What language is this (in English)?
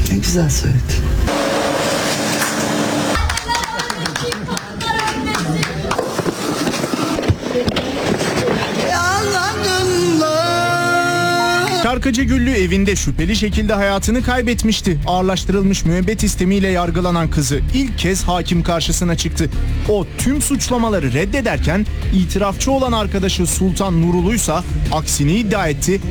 Turkish